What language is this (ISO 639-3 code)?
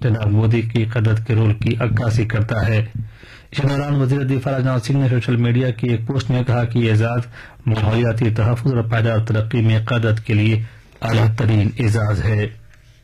urd